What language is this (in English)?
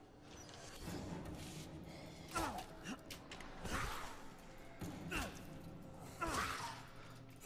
Czech